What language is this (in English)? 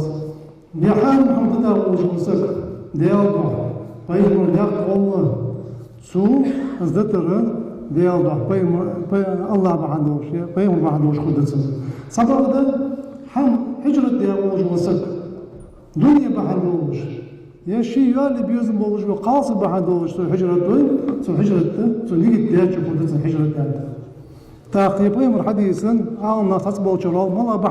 Ingush